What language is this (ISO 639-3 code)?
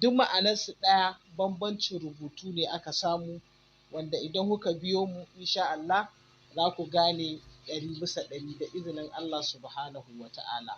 hau